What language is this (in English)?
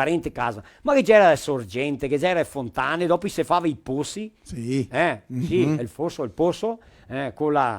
Venetian